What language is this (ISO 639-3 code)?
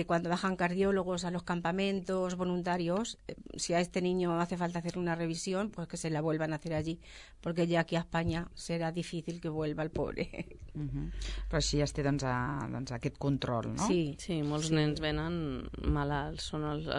cat